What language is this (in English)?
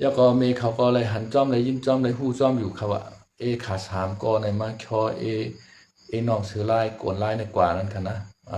Shan